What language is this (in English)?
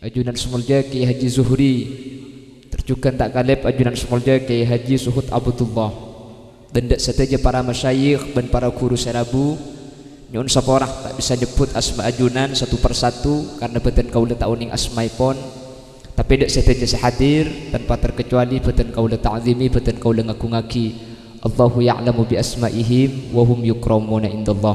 Madurese